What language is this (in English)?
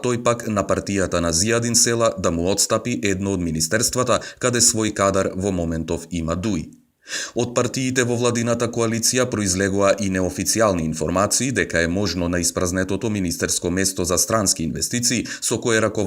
Macedonian